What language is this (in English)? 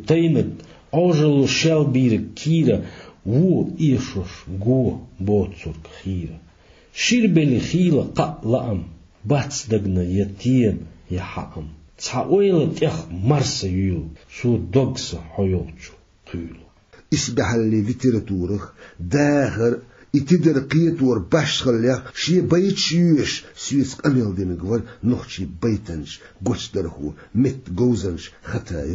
Chechen